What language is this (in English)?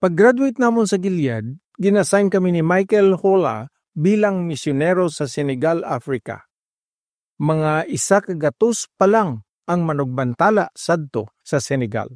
Hiligaynon